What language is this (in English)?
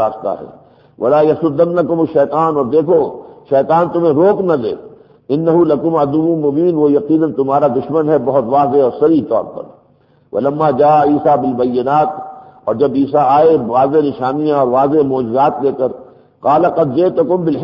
Urdu